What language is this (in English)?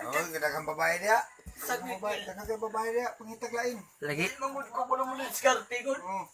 Cebuano